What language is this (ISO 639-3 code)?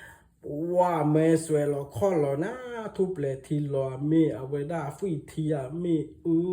ksw